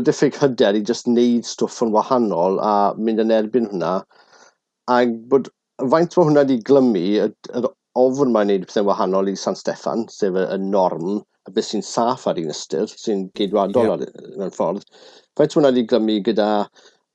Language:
Welsh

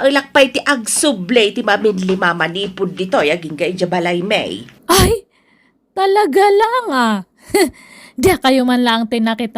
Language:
Iloko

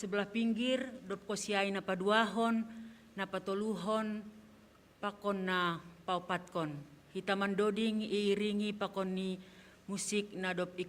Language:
Batak Simalungun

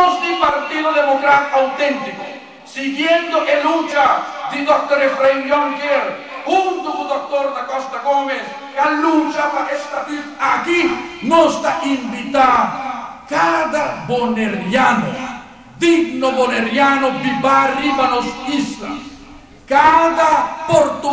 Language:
Papiamento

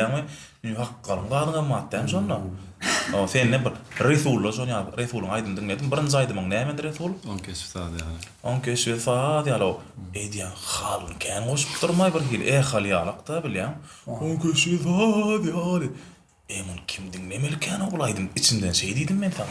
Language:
Turkmen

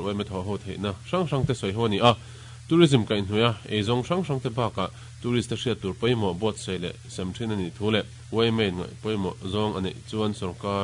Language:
Mizo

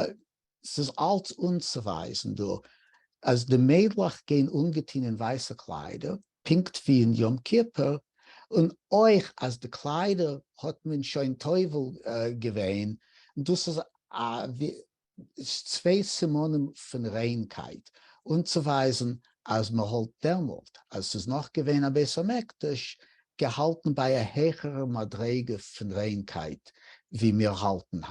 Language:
Yiddish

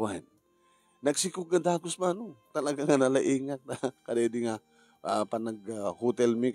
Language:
Iloko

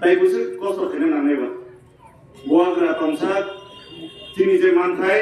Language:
Kok Borok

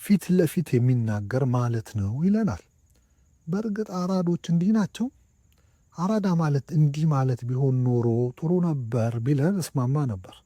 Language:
Amharic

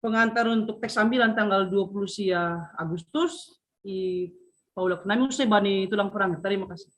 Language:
Batak Simalungun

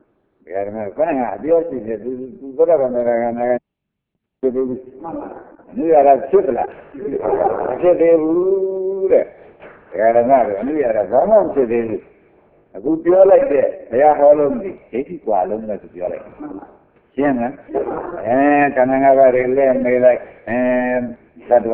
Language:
Burmese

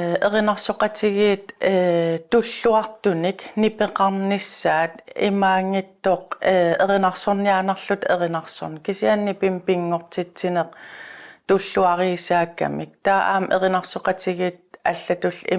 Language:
Kalaallisut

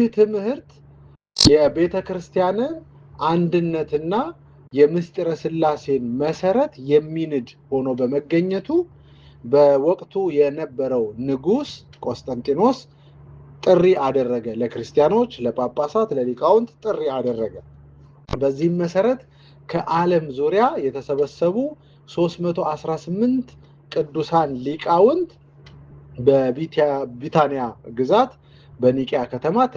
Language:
Amharic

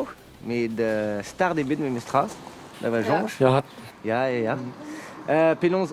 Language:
Breton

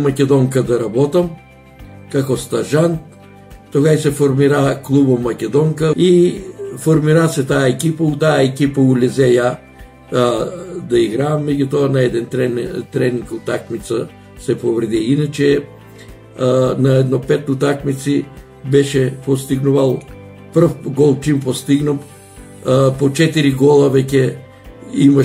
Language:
Macedonian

